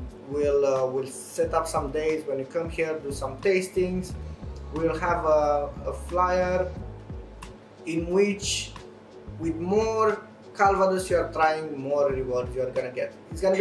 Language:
English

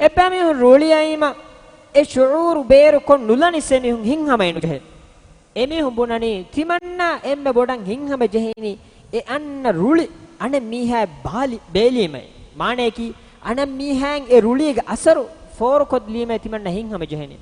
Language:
Divehi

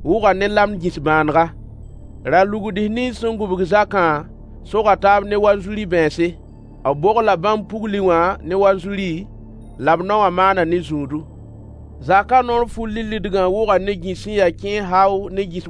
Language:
Mossi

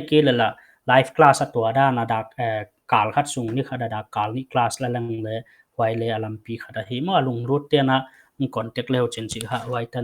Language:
Paite Chin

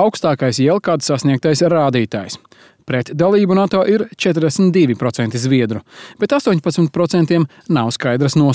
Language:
Latvian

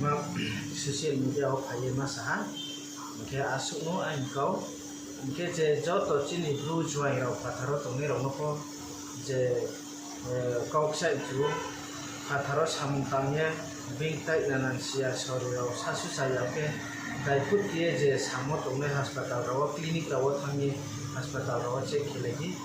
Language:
Riang (India)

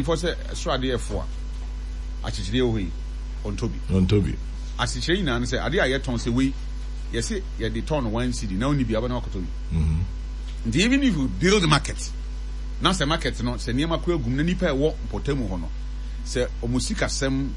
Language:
Akan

